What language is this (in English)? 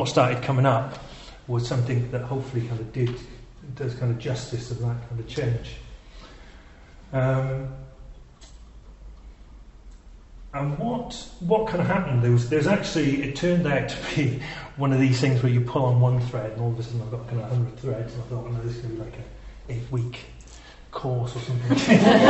English